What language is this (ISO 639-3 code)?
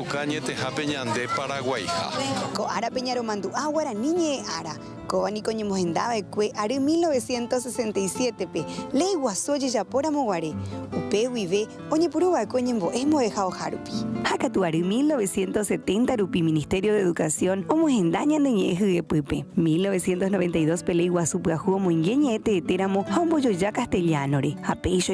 grn